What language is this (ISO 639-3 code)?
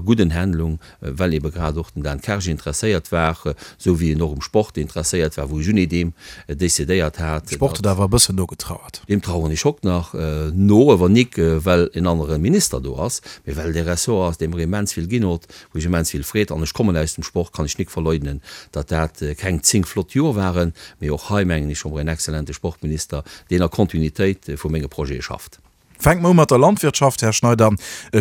ltz